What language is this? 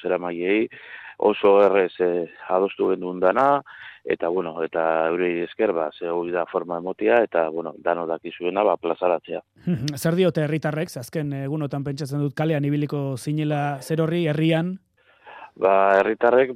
Basque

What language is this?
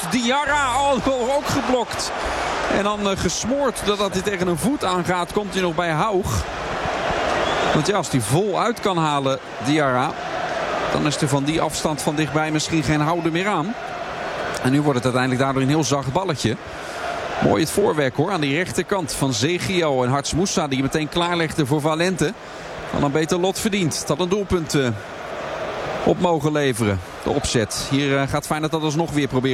Dutch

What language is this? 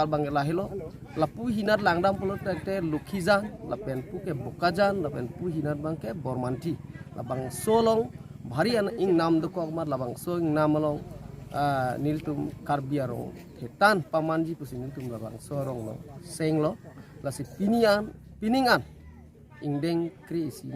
Karbi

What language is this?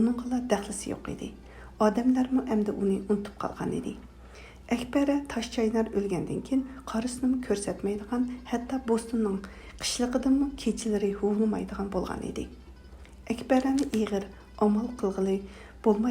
Uyghur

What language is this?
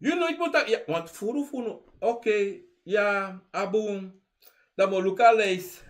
Sranan Tongo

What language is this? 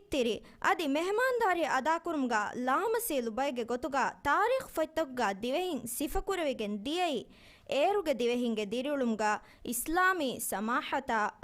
Divehi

